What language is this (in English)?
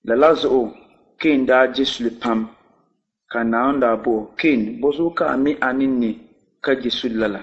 Dagbani